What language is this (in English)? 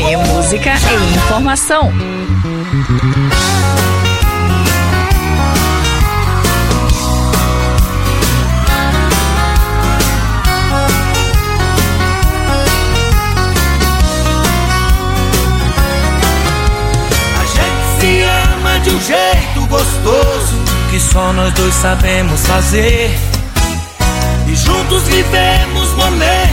Portuguese